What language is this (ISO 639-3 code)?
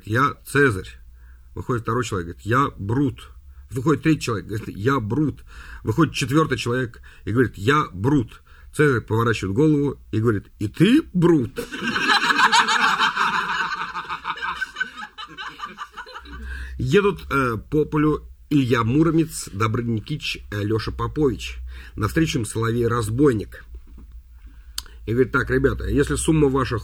rus